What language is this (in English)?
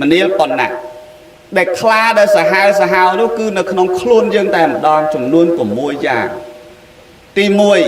Khmer